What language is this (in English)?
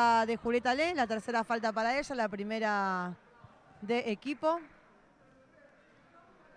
Spanish